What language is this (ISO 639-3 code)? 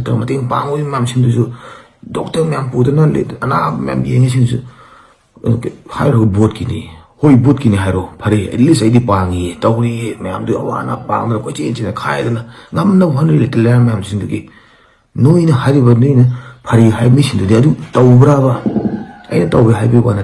mni